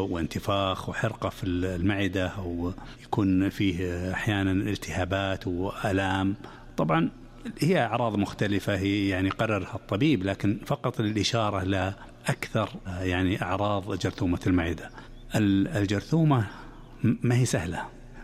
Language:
Najdi Arabic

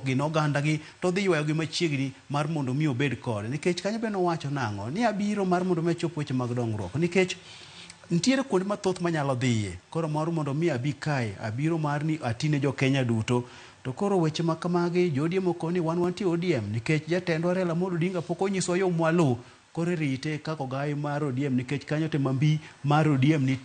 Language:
Luo (Kenya and Tanzania)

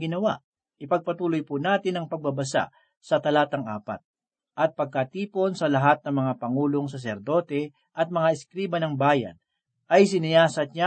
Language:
Filipino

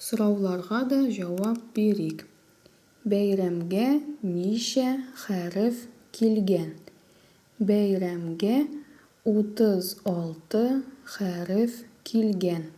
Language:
Tatar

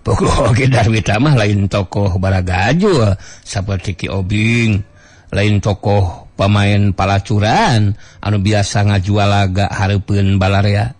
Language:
Sundanese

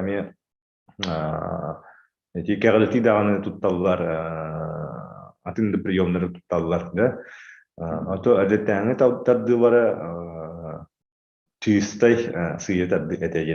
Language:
Yakut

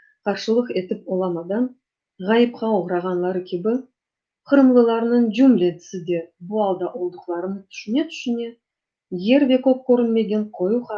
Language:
Crimean Tatar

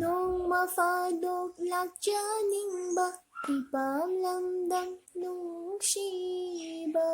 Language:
Manipuri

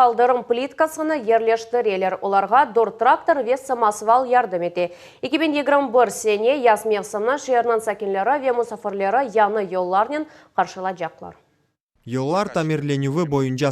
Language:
Crimean Tatar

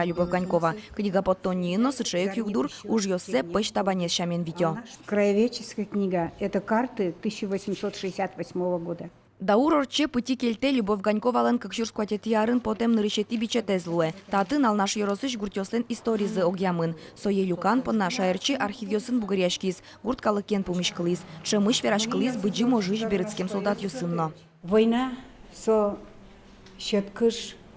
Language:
Udmurt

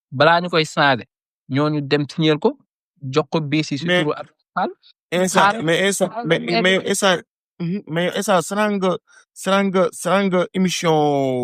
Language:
Wolof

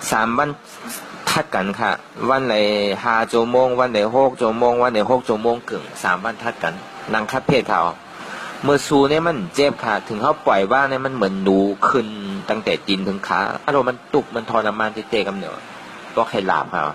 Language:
Shan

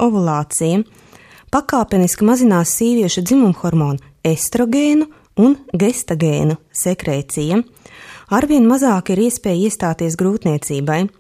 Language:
Latvian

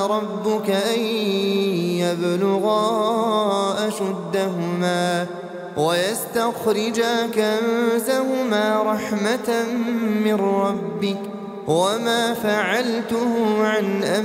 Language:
Arabic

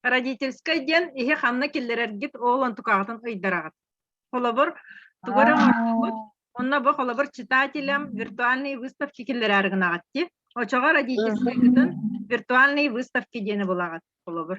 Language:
Yakut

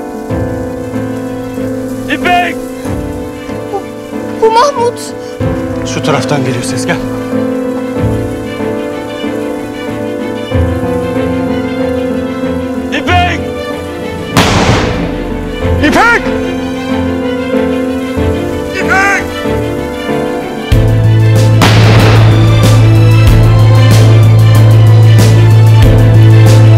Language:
Turkish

